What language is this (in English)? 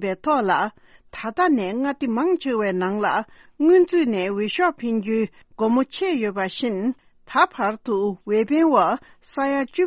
Tibetan